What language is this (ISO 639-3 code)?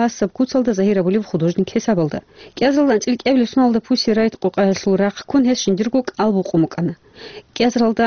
ava